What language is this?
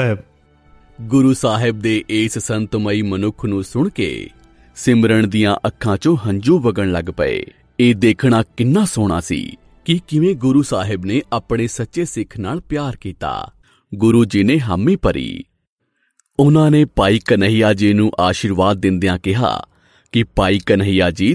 Punjabi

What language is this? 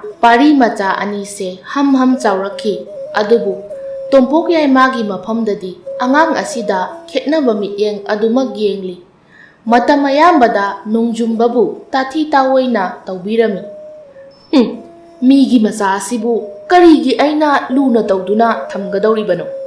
Manipuri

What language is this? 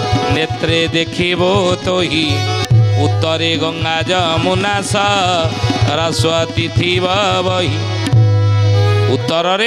Odia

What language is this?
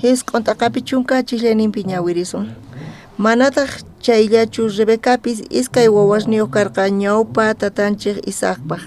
South Bolivian Quechua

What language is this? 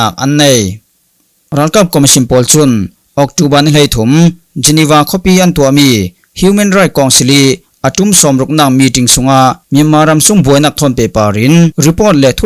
Falam Chin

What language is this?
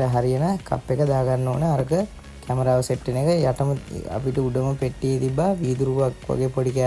Sinhala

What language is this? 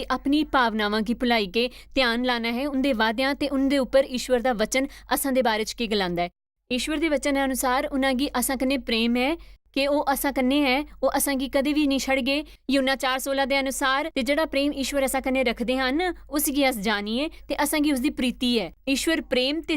Dogri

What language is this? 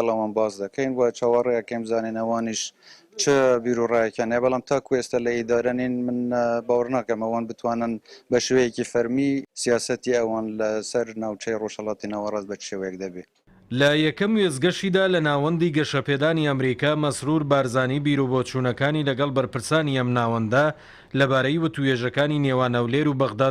Central Kurdish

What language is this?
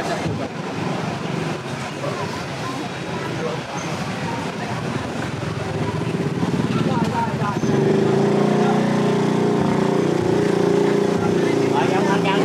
Vietnamese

